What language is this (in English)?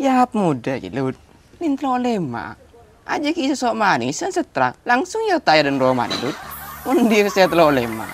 Madurese